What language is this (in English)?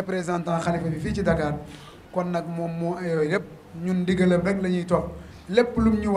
Wolof